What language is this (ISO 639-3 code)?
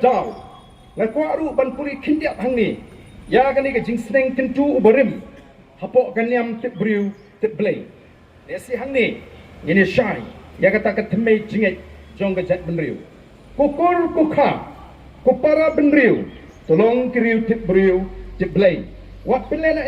kha